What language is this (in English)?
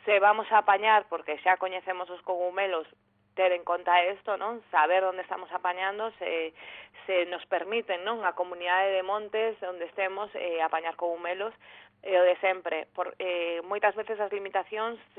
Galician